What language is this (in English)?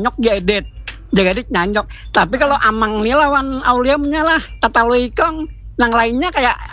Banjar